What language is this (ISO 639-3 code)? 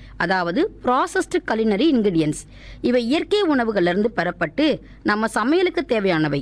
tam